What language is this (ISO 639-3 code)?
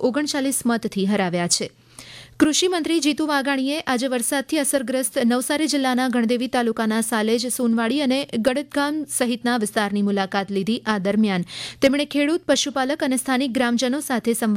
guj